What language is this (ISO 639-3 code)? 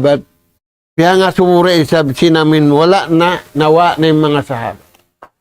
tsg